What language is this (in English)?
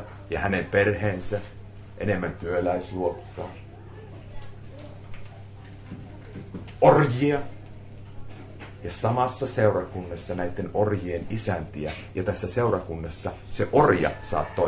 Finnish